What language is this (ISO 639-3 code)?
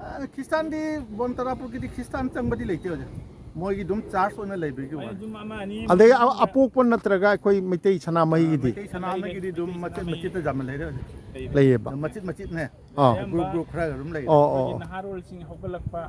mni